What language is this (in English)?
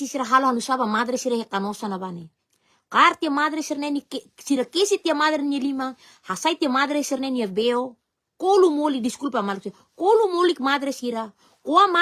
Tetum